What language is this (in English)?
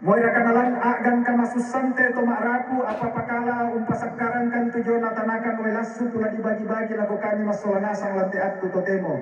Toraja-Sa'dan